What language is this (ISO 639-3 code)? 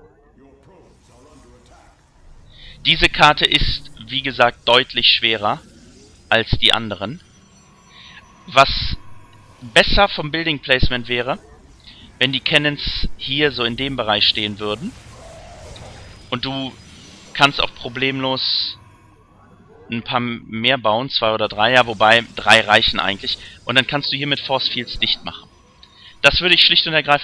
deu